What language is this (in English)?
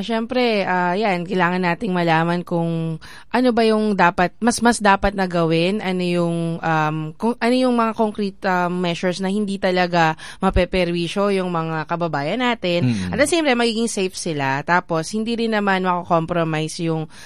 Filipino